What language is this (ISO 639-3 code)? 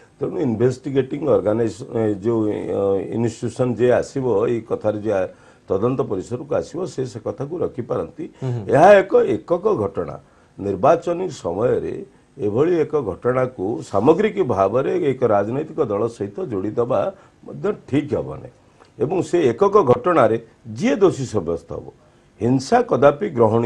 ori